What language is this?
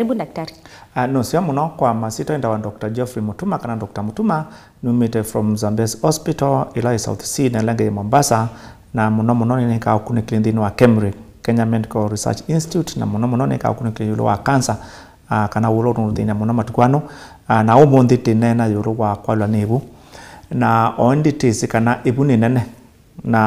Kamba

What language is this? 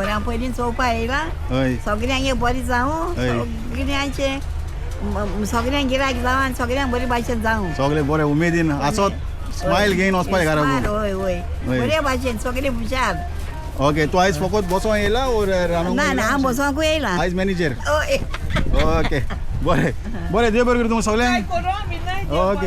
Konkani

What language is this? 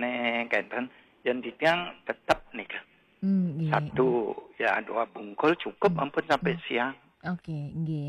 Balinese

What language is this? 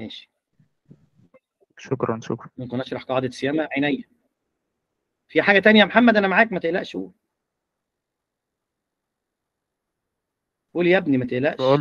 Egyptian Arabic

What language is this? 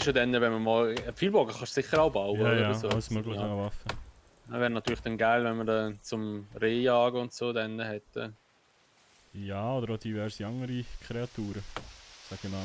Swiss German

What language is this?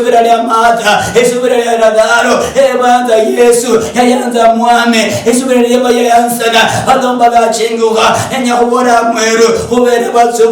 Luyia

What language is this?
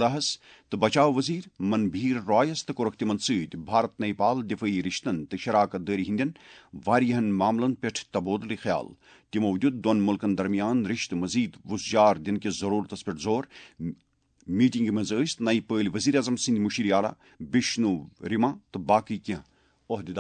Kashmiri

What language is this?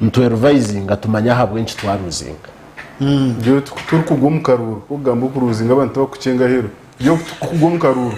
Nyankole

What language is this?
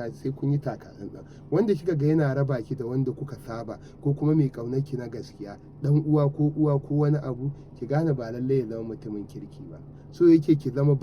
Hausa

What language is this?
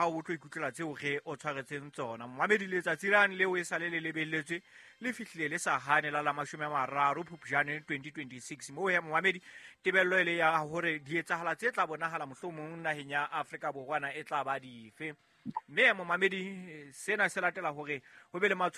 Southern Sotho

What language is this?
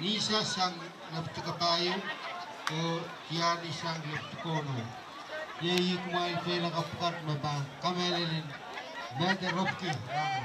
Pohnpeian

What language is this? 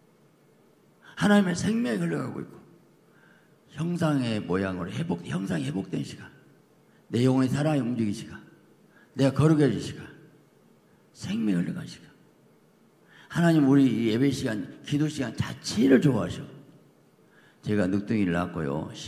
Korean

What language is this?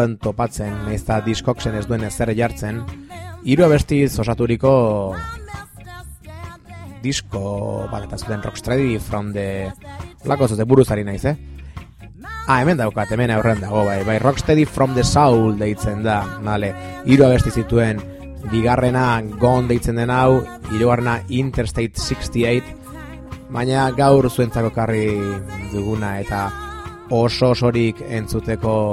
Basque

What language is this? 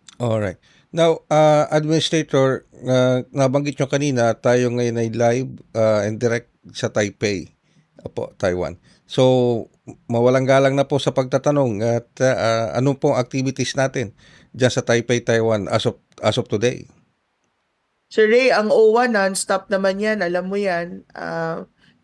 Filipino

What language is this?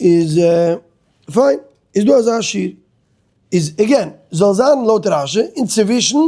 Yiddish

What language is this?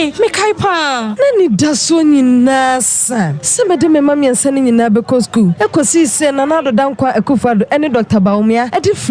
Akan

